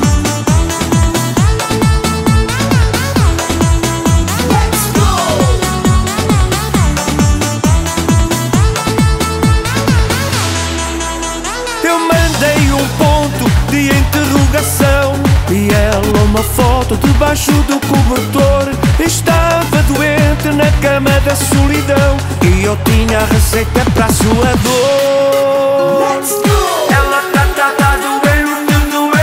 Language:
Portuguese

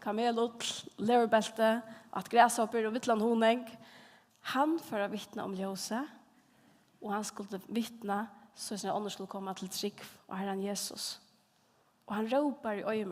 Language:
Faroese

